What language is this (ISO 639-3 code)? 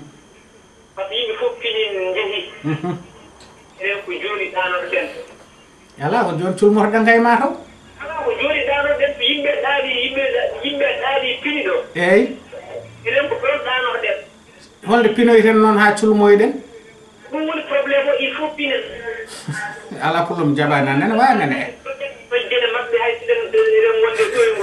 ful